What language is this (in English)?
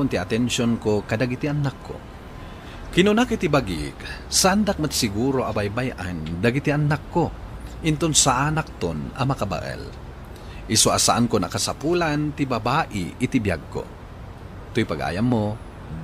Iloko